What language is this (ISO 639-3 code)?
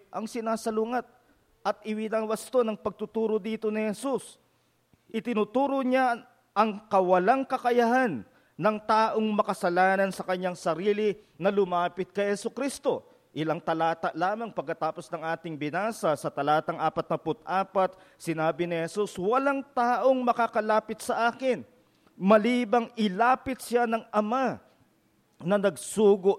fil